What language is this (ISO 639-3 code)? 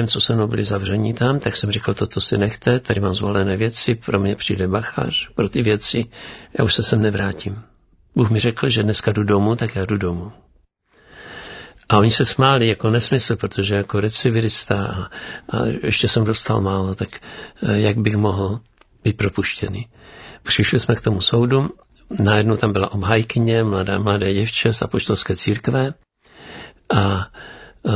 ces